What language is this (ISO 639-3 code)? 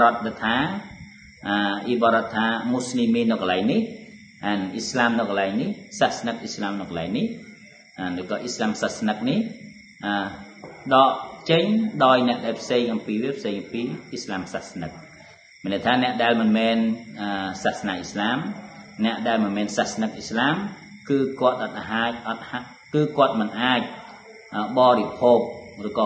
khm